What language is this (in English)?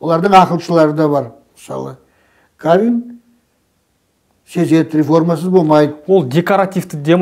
Kazakh